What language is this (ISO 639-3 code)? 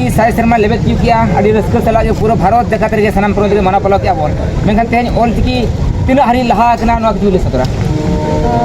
sat